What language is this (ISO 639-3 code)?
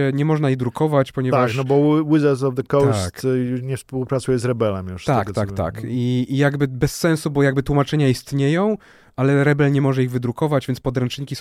pol